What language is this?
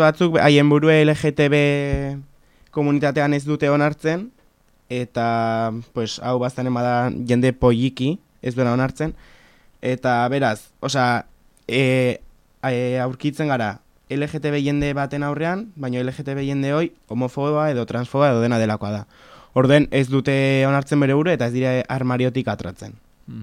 Basque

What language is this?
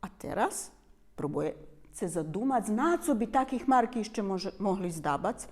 Rusyn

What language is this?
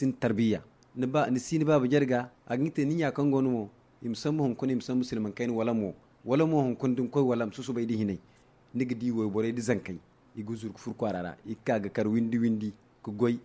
Zarma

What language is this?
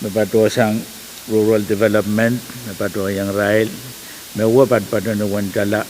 Pohnpeian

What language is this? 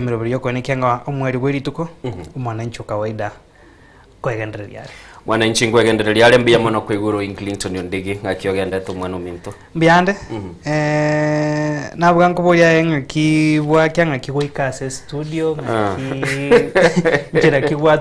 Gusii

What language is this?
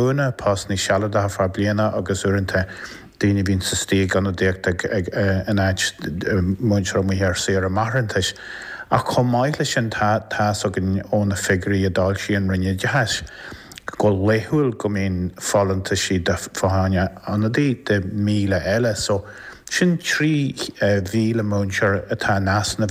Irish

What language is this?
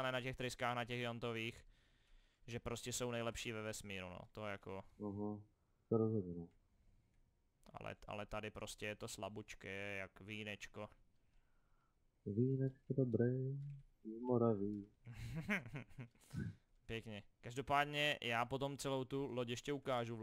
Czech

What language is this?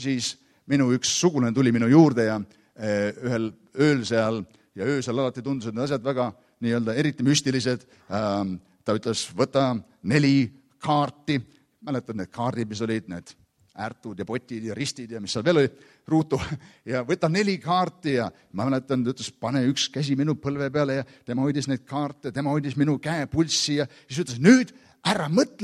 Estonian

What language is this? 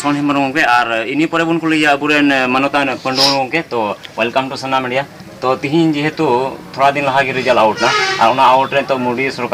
Santali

